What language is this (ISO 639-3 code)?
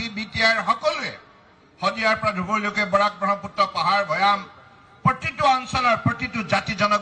asm